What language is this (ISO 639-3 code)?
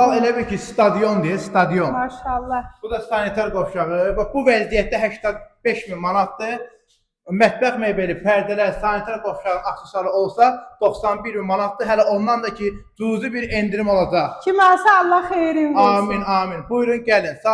aze